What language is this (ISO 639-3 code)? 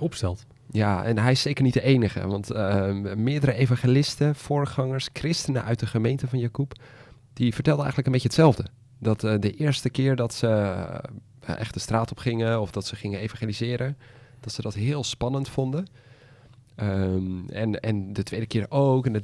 nld